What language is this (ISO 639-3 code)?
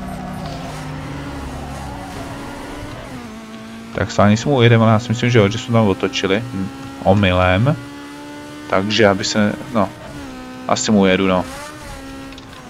ces